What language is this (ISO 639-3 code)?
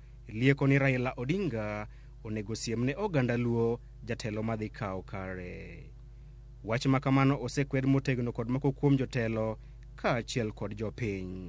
luo